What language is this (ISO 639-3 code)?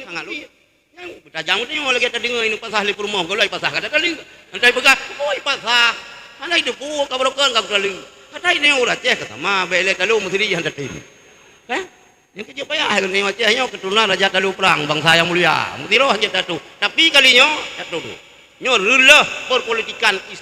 ace